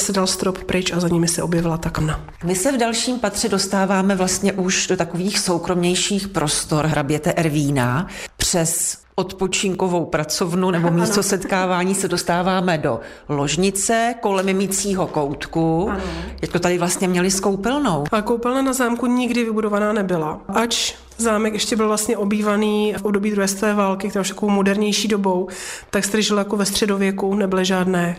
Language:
Czech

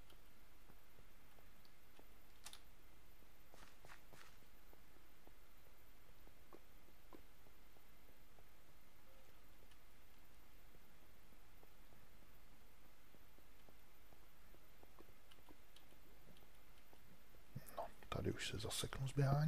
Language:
Czech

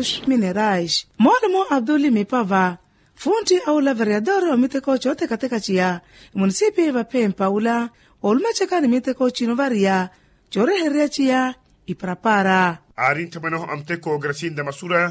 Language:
Makhuwa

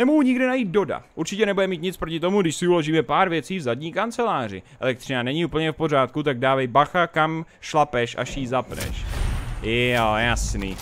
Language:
Czech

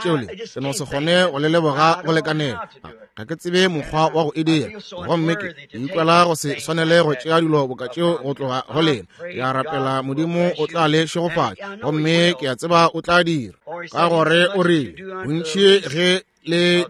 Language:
Northern Sotho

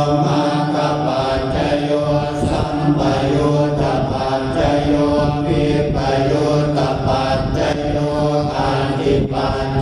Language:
Pali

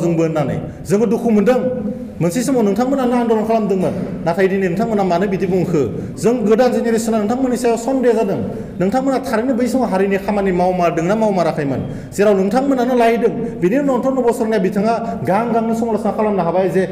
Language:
Bodo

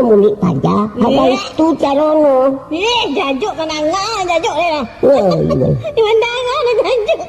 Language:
Minangkabau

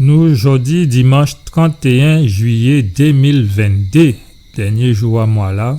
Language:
Guadeloupean Creole French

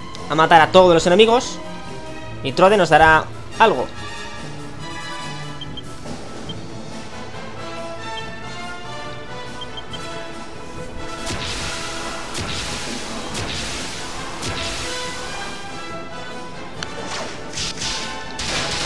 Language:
Spanish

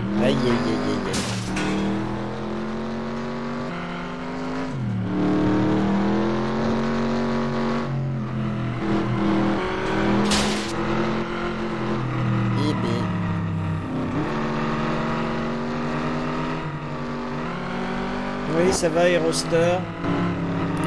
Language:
French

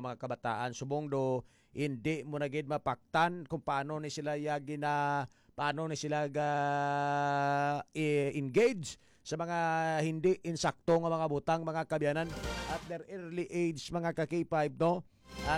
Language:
Hiligaynon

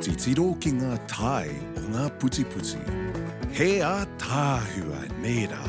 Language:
Māori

